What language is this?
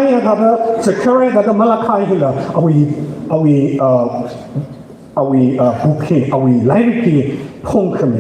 Tangkhul Naga (India)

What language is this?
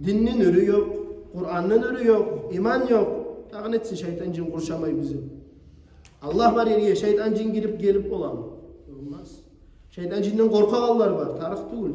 Kumyk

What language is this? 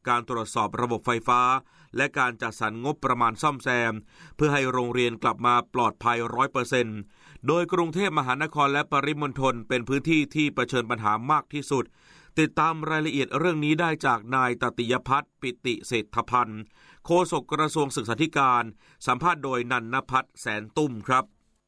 Thai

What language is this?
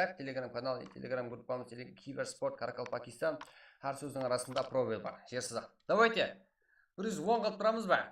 Kara-Kalpak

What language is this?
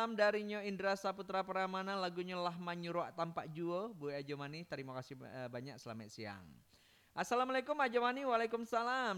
Minangkabau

